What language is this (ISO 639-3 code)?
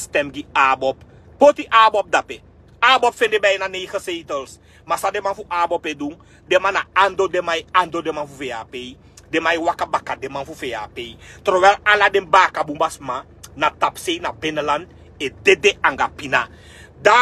srn